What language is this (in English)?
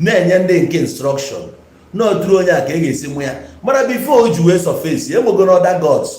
Igbo